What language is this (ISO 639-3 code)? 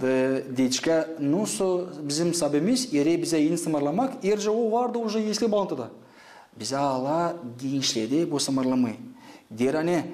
gag